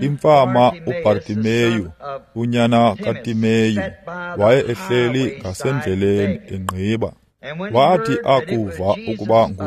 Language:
Xhosa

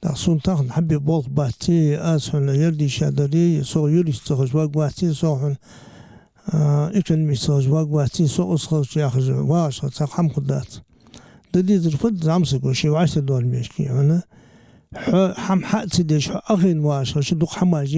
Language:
Ingush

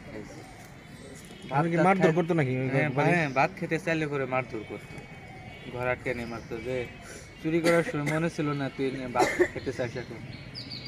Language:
Bangla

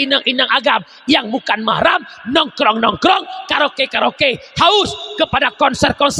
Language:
Achinese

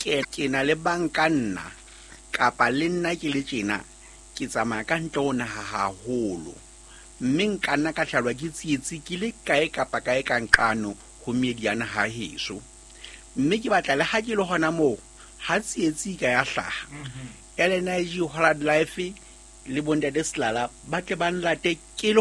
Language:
Southern Sotho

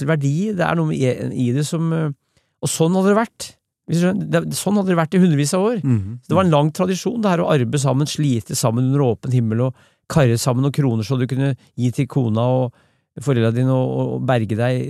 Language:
Norwegian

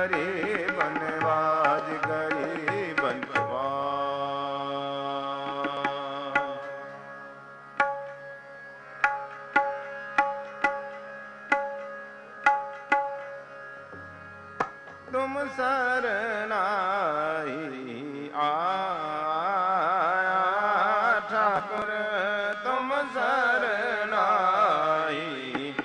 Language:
Punjabi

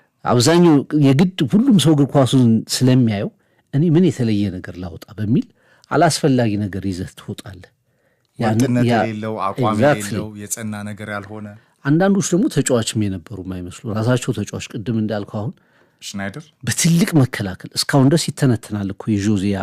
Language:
Amharic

